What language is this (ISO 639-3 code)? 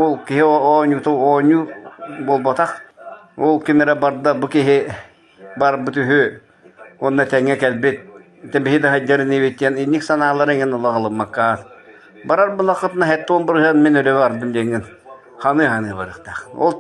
sah